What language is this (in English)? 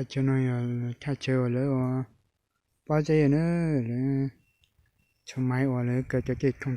Hmong